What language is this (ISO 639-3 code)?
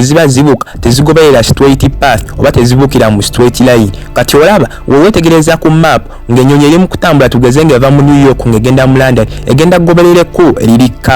lug